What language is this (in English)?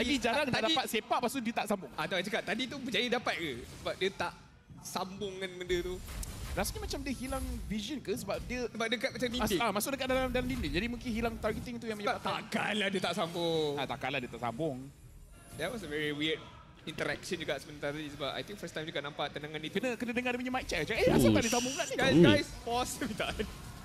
Malay